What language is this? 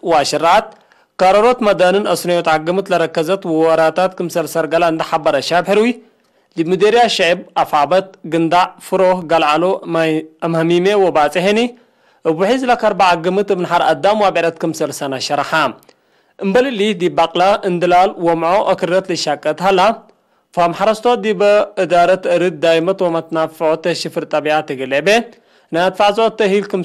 Tigre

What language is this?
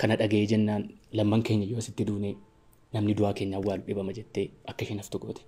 Oromo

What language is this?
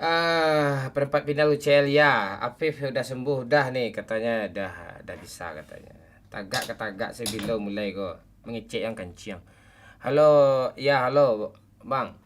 Minangkabau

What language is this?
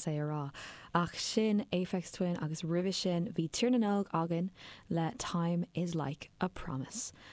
Irish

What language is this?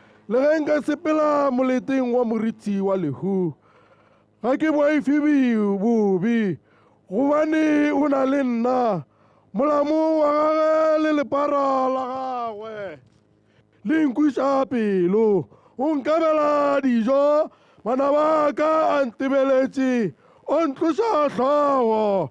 Tswana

